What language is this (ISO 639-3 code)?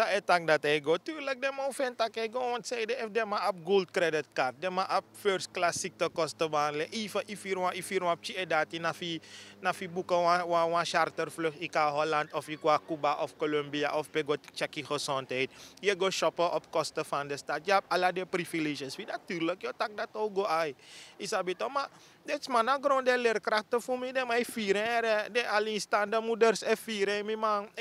srn